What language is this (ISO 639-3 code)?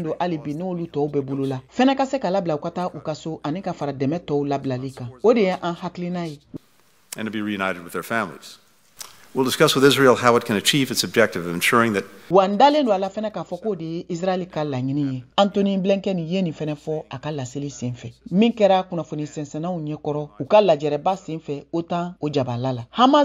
bam